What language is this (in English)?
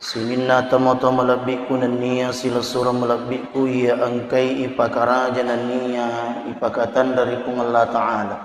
Buginese